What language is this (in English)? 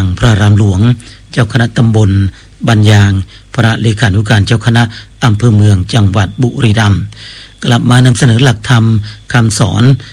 Thai